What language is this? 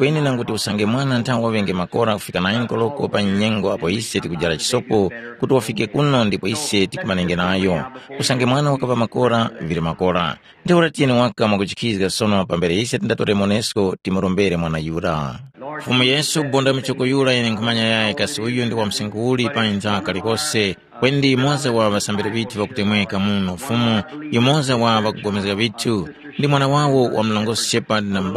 Tumbuka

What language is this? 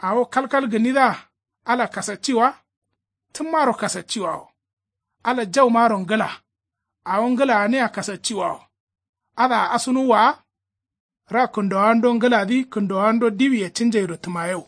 Kanuri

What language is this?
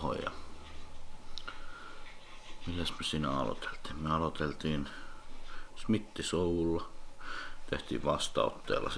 Finnish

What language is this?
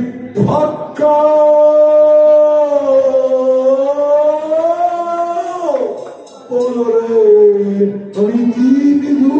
Serbian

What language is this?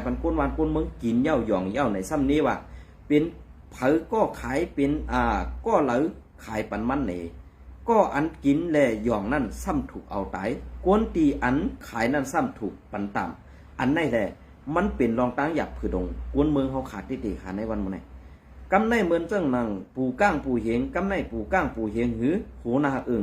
Shan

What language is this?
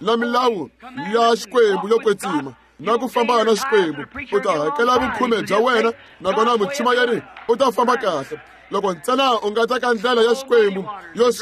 Tsonga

